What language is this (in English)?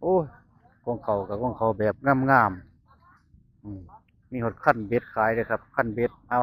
Northeastern Thai